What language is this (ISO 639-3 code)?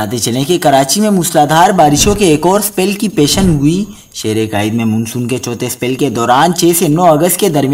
urd